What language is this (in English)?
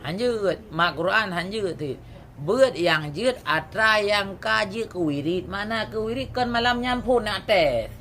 Achinese